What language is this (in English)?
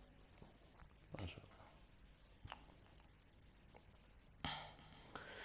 Urdu